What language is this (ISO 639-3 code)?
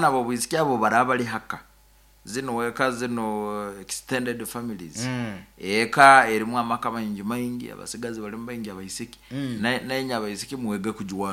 nyo